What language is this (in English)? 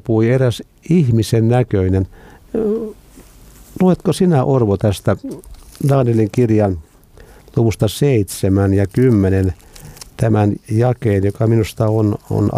Finnish